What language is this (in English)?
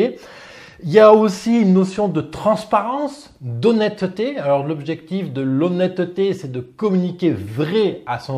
French